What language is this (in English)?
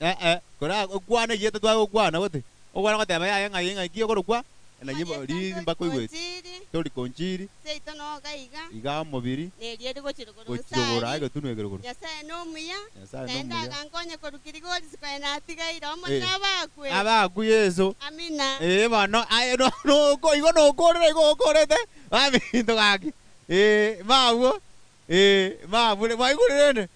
Gusii